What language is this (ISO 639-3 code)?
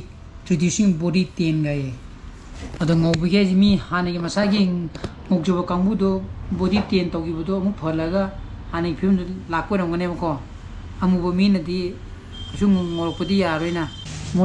mni